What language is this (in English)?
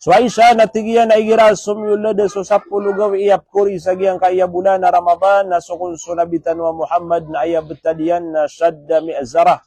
Maranao